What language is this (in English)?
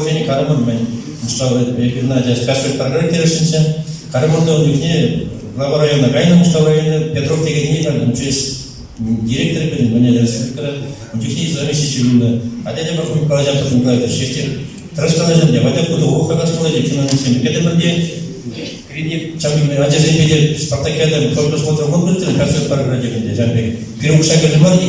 Chuvash